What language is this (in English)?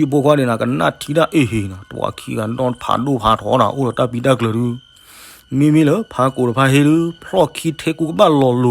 S'gaw Karen